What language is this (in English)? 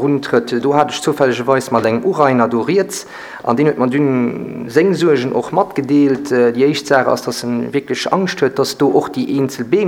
Luxembourgish